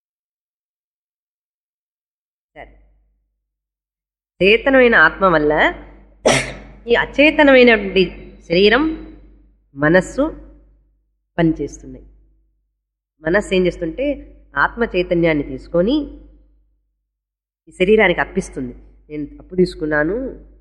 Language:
Telugu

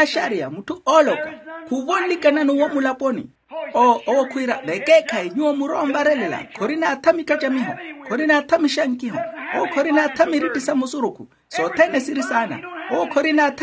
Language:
Makhuwa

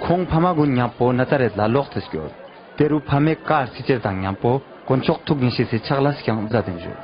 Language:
Ladakhi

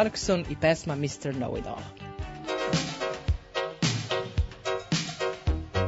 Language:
Serbian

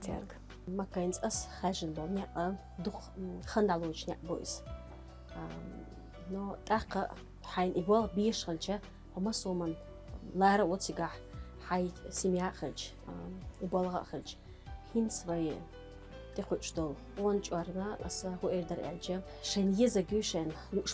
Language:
Chechen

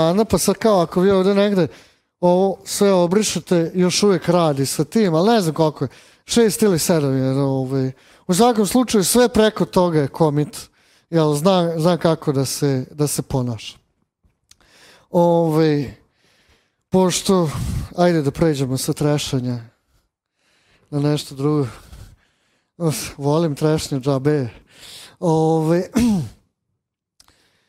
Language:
Serbian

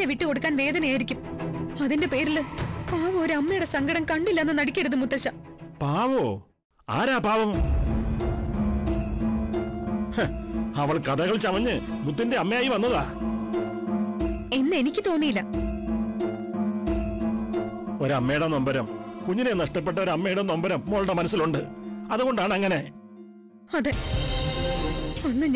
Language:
Malayalam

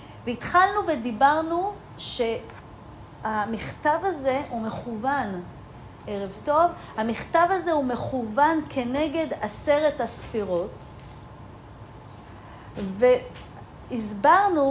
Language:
Hebrew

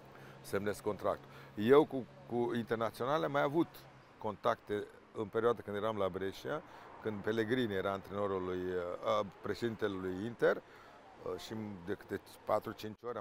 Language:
Romanian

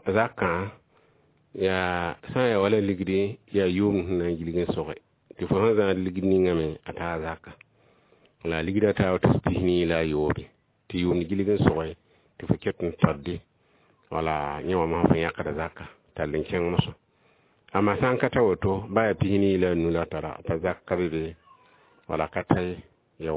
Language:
Mossi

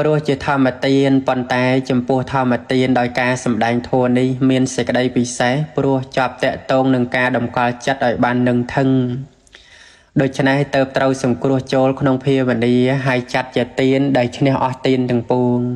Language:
Khmer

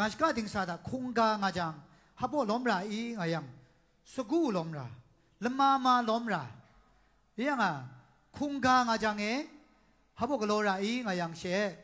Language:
Kachin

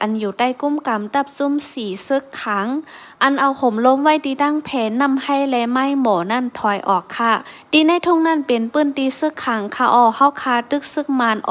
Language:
Shan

